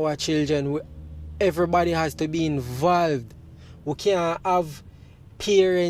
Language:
Jamaican Creole English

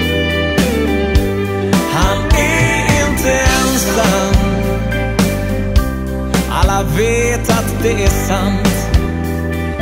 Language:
Swedish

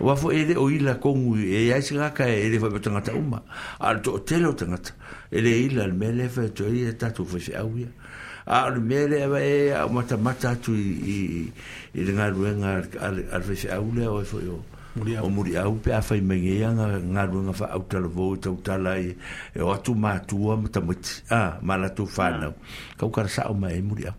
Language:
Samoan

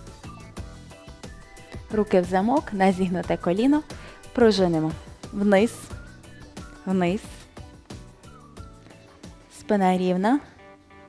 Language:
Ukrainian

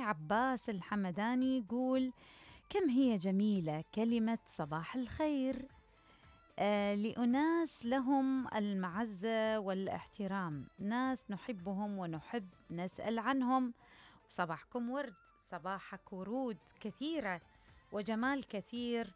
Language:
Mesopotamian Arabic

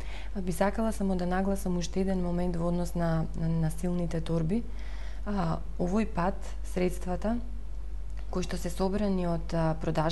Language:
Macedonian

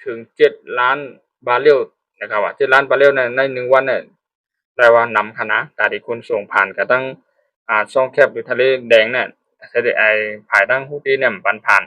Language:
Shan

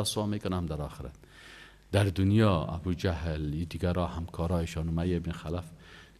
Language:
Persian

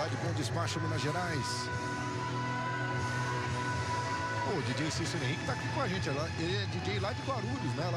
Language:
Portuguese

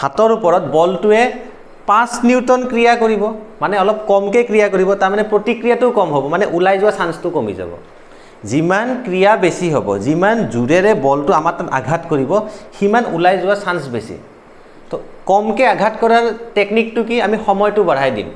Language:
Assamese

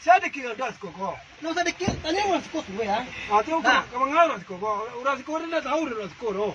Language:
Minangkabau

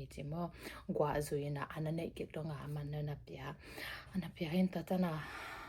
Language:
Tedim Chin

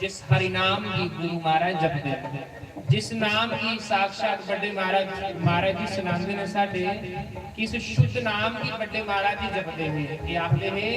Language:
Dogri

